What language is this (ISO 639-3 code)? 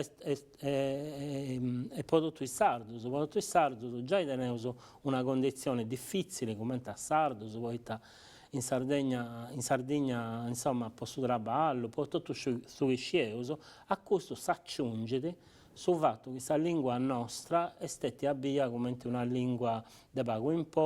srd